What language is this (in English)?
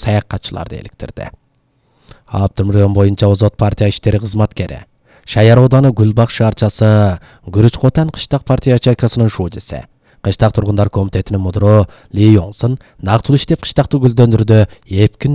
Kyrgyz